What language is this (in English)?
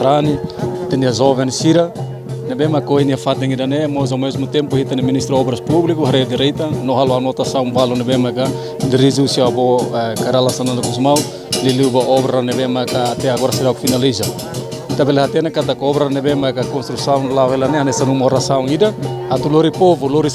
Tetum